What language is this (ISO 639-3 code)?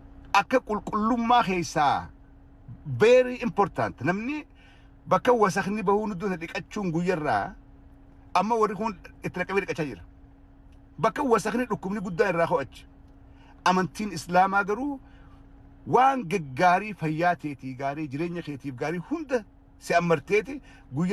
orm